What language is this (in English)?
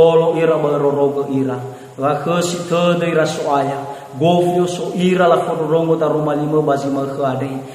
Nias